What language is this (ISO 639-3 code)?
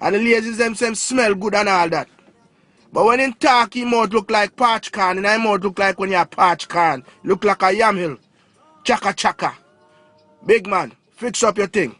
jam